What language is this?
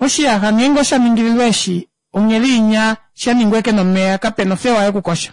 Kuanyama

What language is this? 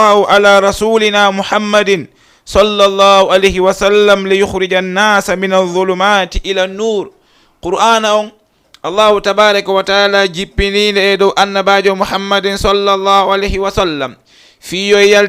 Fula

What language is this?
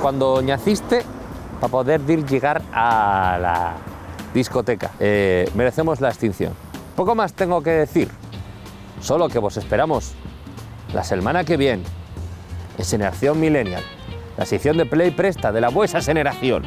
Asturian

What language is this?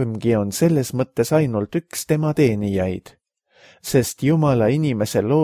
Estonian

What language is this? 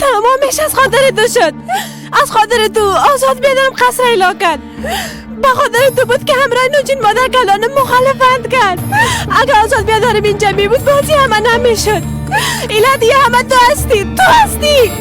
Persian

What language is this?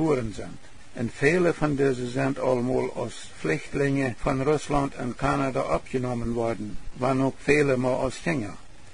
Plautdietsch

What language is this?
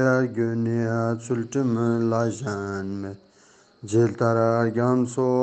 Ladakhi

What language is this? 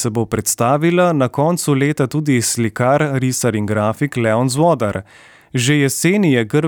Slovenian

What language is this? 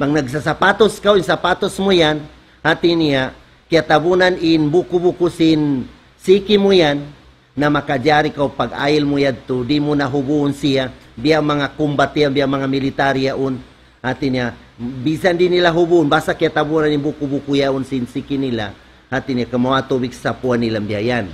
Tausug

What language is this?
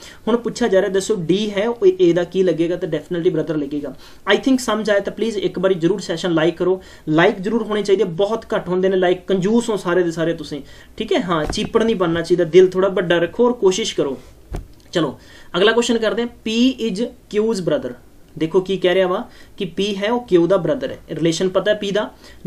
Punjabi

